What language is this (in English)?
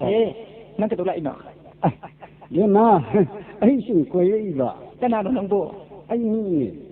Manipuri